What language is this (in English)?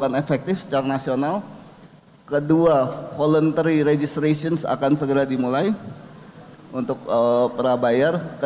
Indonesian